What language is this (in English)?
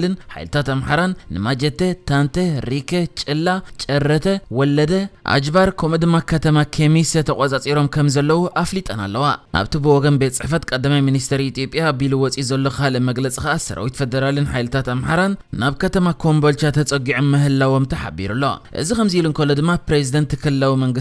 Tigrinya